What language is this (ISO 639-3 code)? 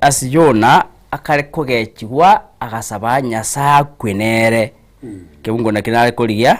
guz